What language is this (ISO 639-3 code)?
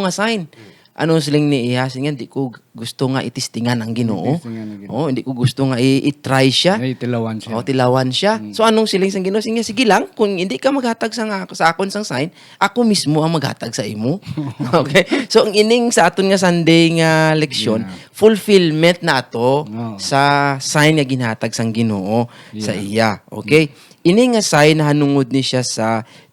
hil